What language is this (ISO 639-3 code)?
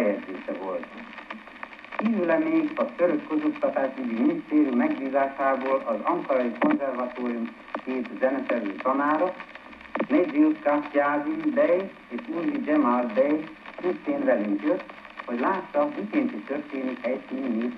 hun